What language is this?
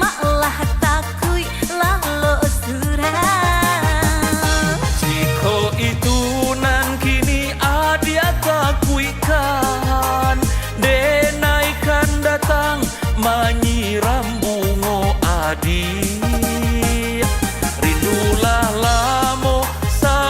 Minangkabau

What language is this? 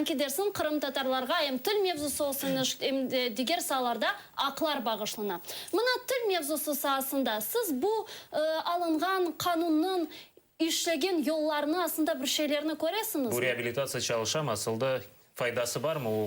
Crimean Tatar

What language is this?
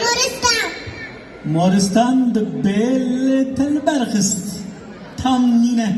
Kurdish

